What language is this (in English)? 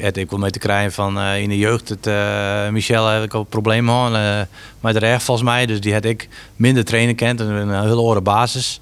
Western Frisian